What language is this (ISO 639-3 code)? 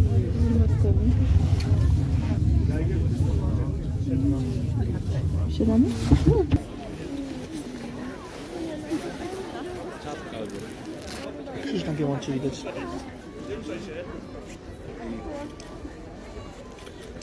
pol